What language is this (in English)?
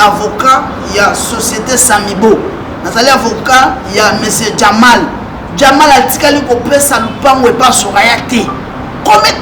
Lingala